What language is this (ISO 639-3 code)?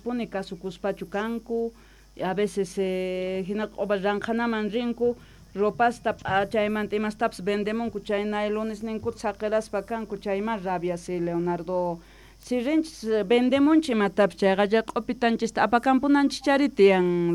quh